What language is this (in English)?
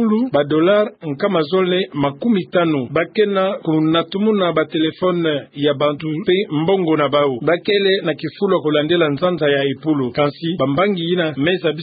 Kituba (Democratic Republic of Congo)